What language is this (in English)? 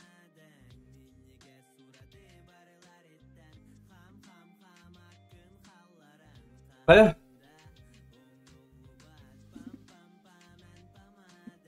Yakut